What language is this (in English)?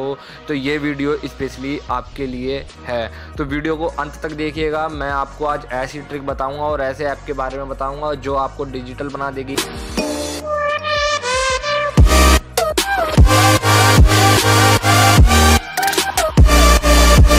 Hindi